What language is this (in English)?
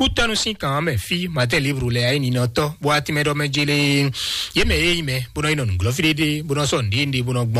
Fon